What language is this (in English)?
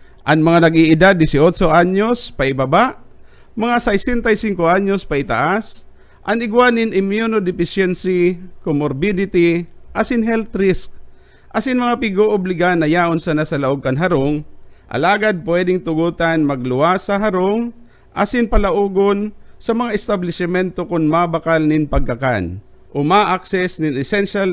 Bikol